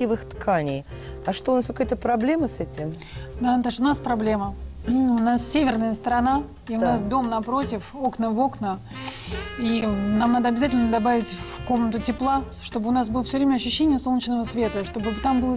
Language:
Russian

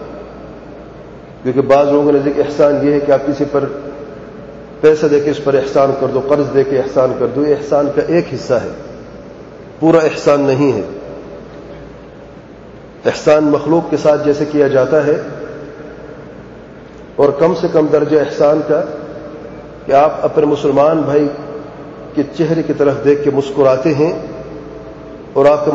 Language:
Urdu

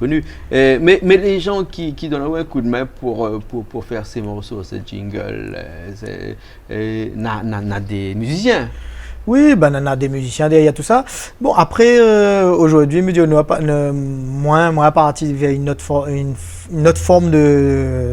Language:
Réunion Creole French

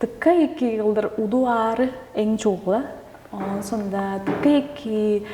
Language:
Tuvinian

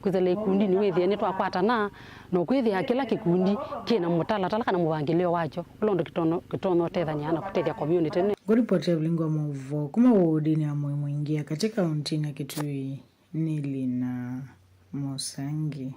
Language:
Kamba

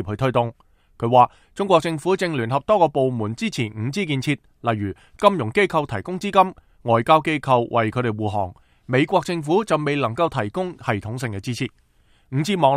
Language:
Cantonese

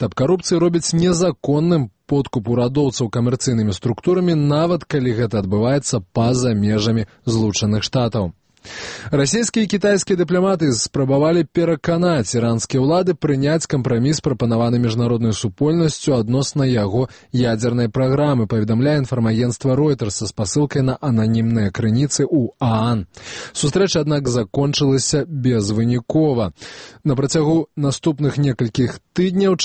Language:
Belarusian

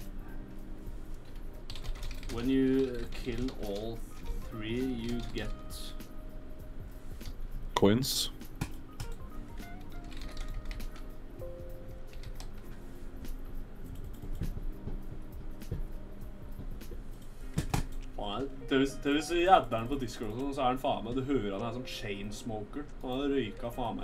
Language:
Norwegian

